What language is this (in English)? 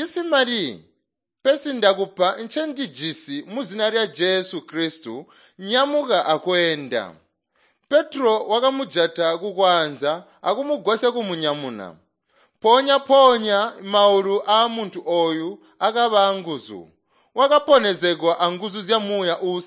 Tonga (Zambia)